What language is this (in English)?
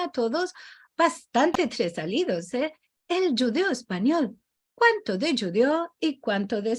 Ladino